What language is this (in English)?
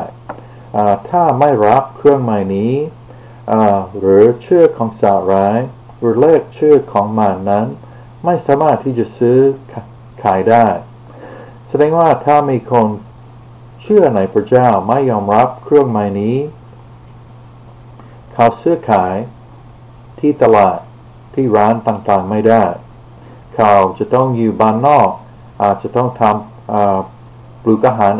Thai